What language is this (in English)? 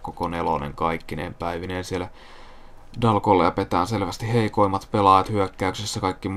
Finnish